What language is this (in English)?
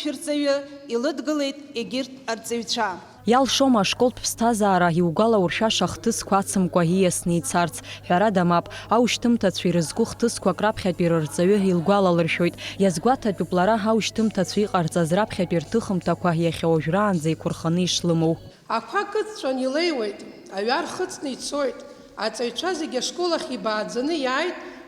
Abkhazian